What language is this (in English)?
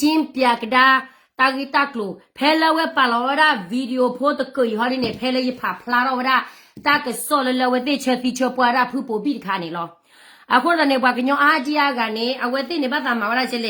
S'gaw Karen